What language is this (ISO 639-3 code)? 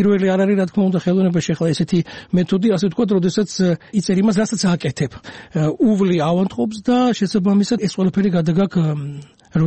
kat